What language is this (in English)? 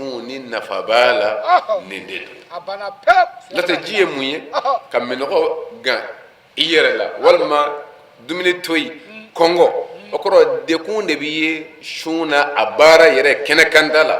Bambara